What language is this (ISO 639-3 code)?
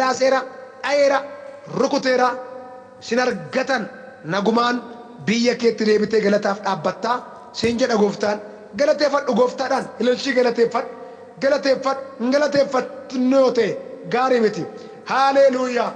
orm